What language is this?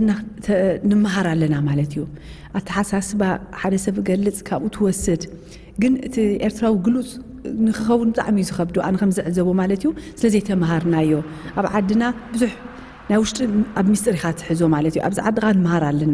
Tigrinya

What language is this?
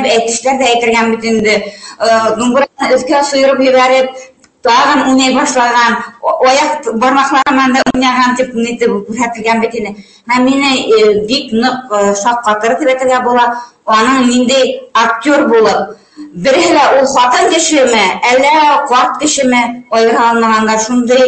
Bashkir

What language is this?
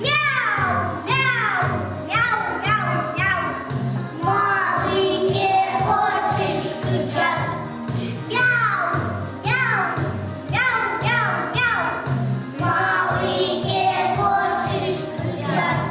Udmurt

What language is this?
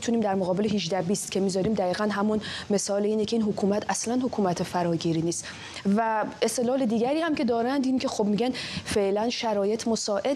Persian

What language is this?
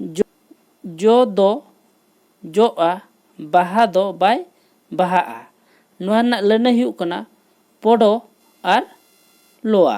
Santali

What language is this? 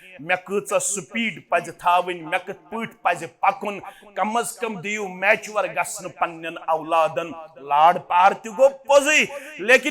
Kashmiri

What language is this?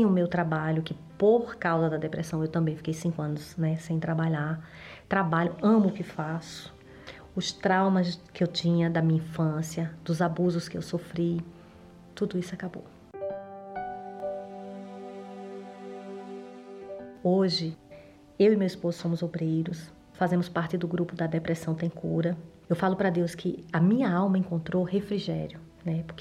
Portuguese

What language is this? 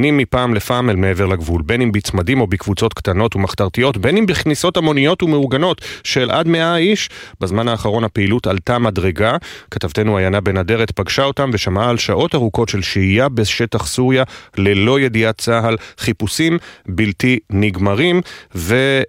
Hebrew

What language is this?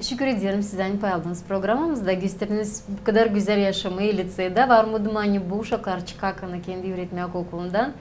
Gagauz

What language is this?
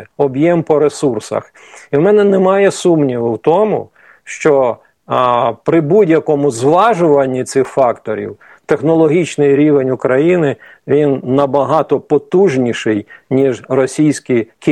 Ukrainian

